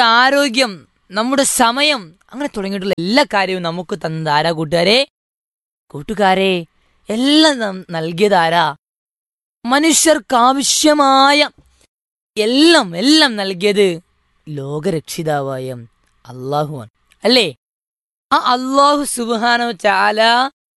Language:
Malayalam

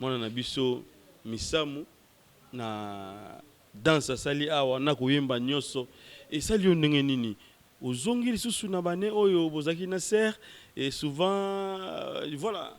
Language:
Lingala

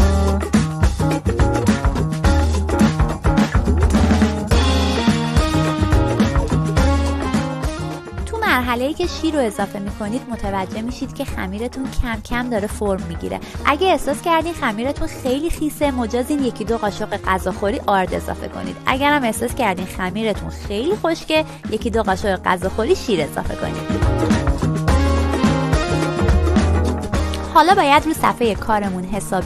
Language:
Persian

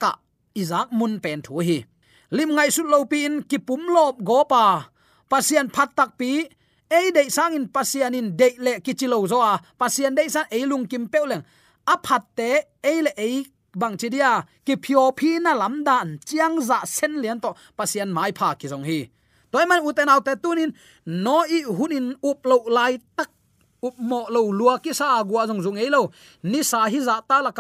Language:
Tedim Chin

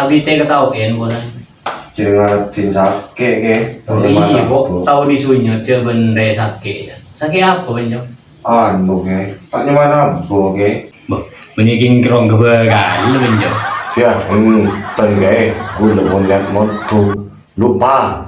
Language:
Madurese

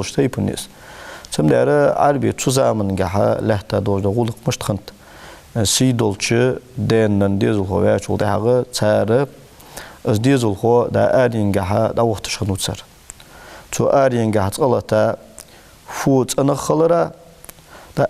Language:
Ingush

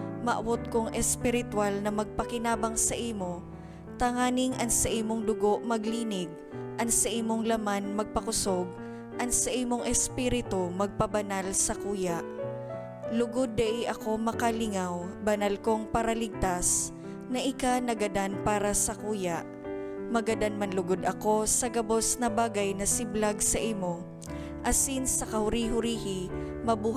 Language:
Bikol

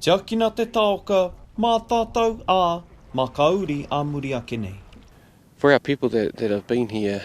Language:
Māori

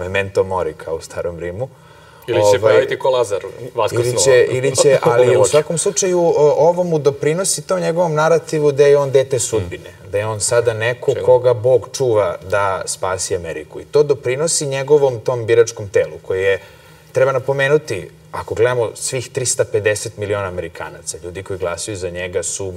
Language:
Serbian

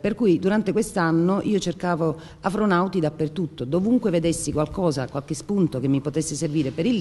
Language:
Italian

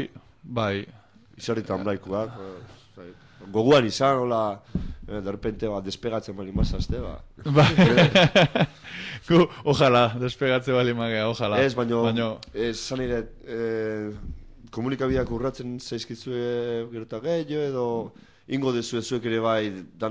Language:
Basque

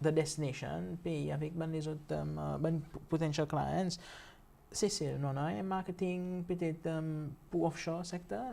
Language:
Seselwa Creole French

